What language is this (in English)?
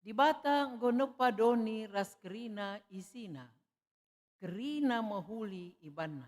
Batak Karo